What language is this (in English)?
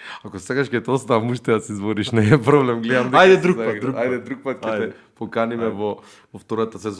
Macedonian